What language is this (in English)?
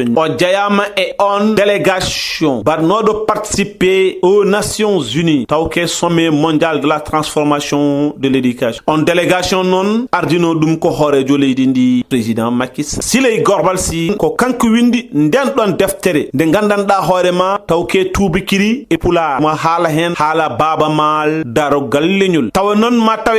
Fula